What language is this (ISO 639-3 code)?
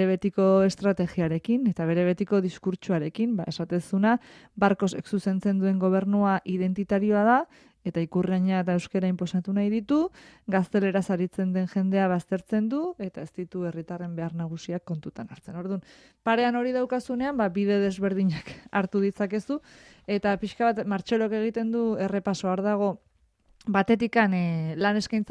eus